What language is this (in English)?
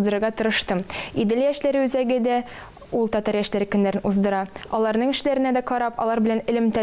Tatar